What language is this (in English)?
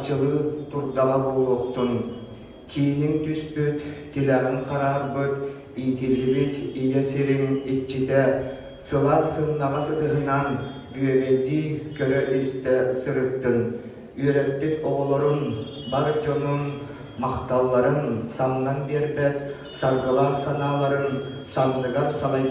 Yakut